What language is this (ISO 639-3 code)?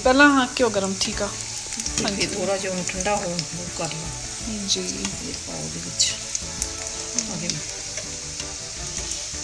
pan